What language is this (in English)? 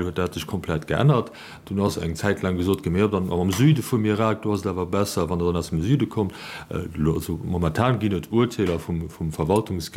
Luxembourgish